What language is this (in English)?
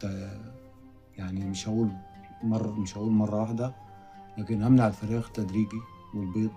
Egyptian Arabic